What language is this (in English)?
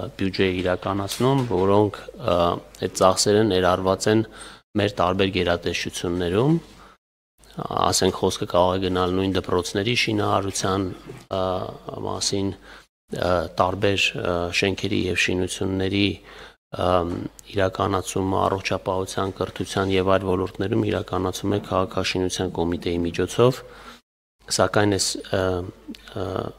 Armenian